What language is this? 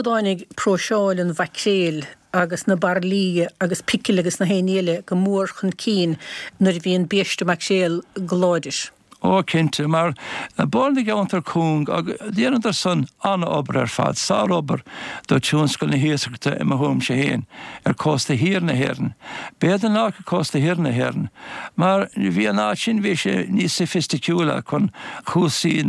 Irish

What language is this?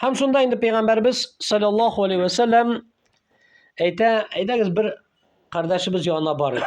Tatar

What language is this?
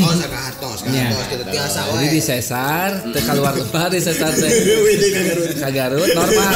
Sundanese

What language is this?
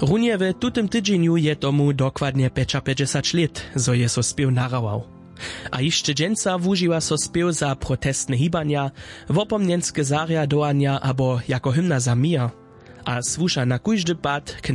Upper Sorbian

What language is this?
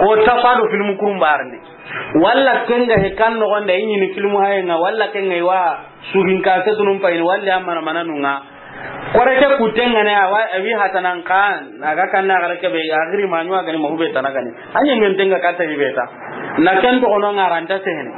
Soninke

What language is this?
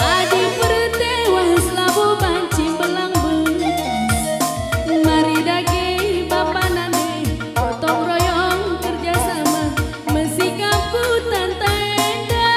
Batak Karo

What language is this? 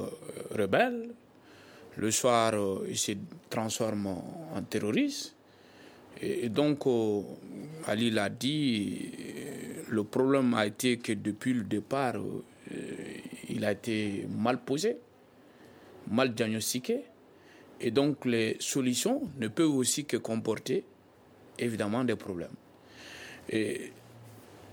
French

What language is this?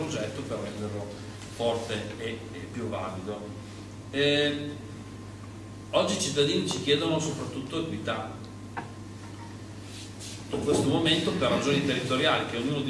Italian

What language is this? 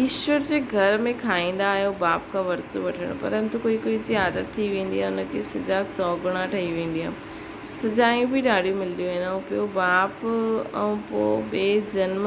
Sindhi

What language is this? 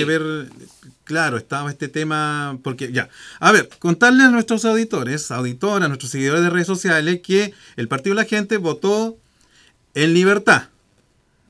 Spanish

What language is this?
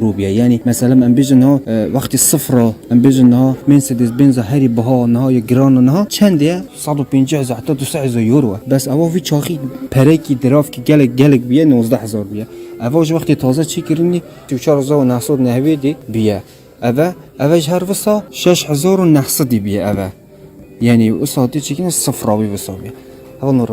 Kurdish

